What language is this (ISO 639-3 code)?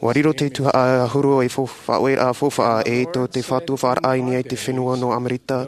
tah